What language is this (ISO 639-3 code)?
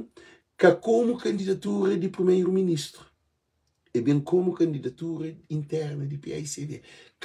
kea